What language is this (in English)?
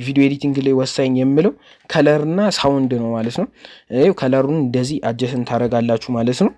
Amharic